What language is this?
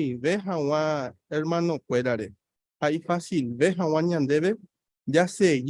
Guarani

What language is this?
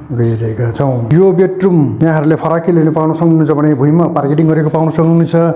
Nepali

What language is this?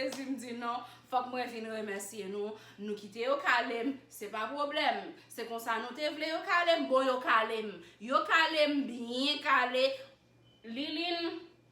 Haitian Creole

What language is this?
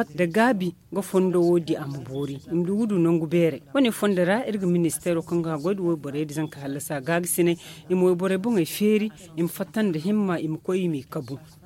Zarma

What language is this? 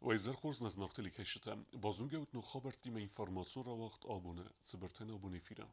Ossetic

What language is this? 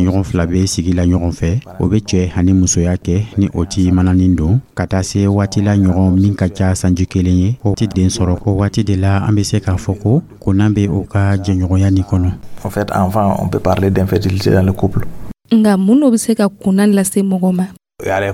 Dyula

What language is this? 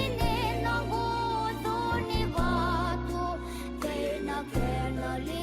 Fijian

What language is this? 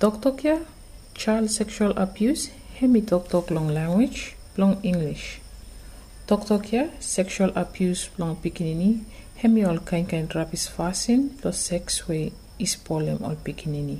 Bislama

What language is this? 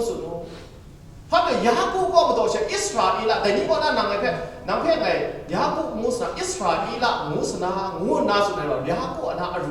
Kachin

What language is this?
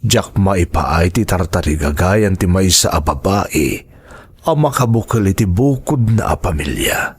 Iloko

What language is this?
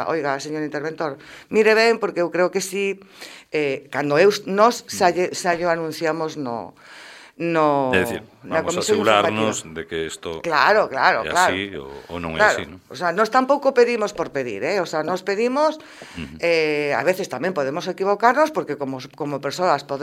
Galician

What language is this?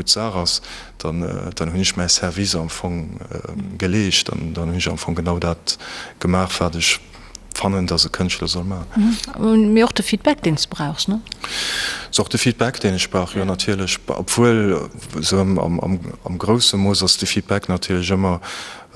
Luxembourgish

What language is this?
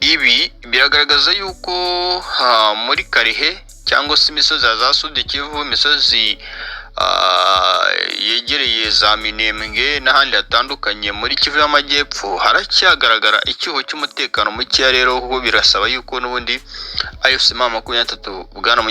Kinyarwanda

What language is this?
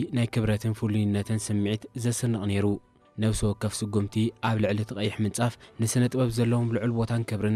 Tigrinya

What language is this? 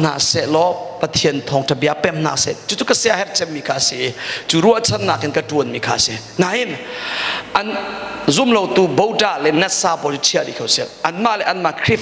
Hakha Chin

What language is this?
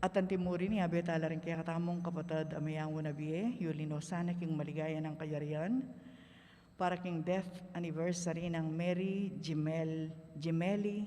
Pampanga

